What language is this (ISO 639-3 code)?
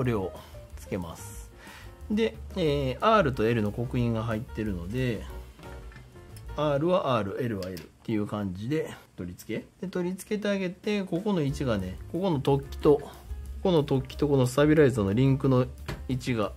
jpn